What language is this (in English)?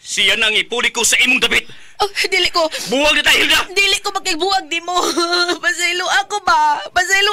Cebuano